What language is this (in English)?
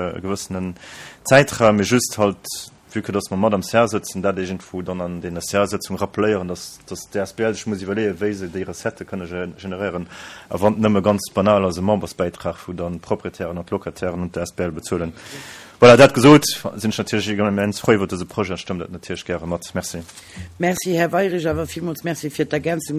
Luxembourgish